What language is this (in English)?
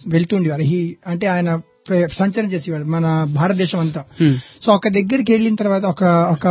Telugu